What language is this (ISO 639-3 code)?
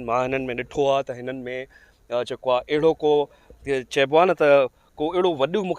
snd